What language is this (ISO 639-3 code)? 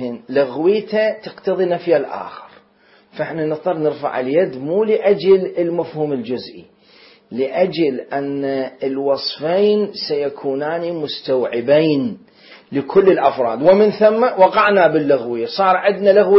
acm